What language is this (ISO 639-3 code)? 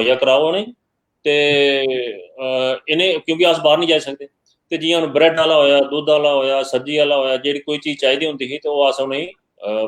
doi